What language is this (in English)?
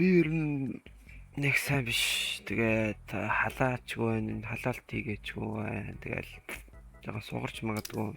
Mongolian